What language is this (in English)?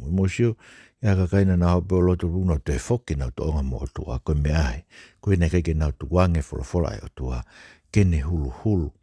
Tongan